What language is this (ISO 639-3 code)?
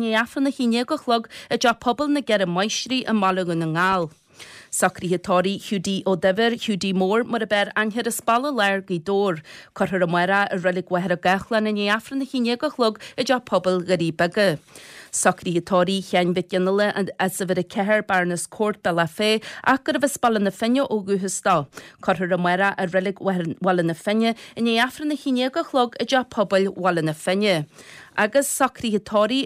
gle